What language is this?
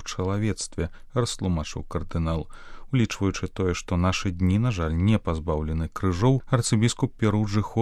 Belarusian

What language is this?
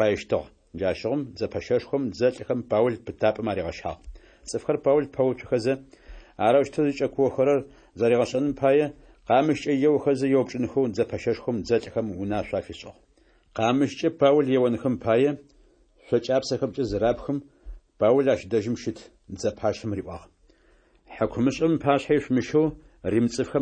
Adyghe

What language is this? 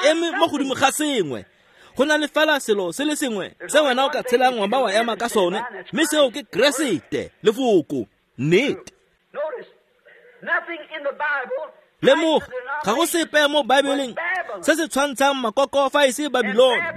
Tswana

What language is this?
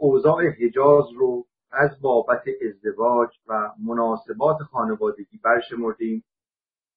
Persian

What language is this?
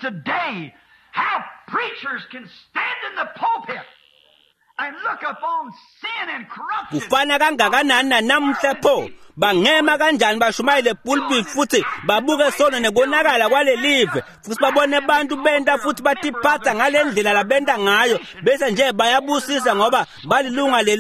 Swati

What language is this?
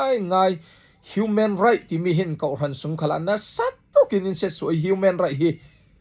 Falam Chin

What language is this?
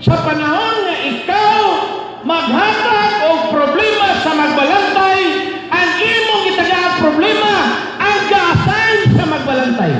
Cebuano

